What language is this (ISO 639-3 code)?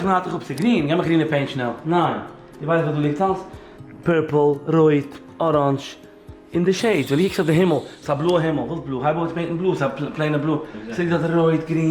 yid